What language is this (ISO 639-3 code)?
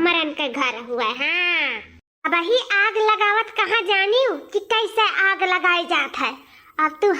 awa